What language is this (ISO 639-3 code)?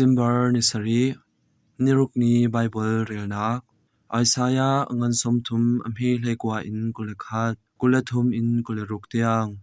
cnh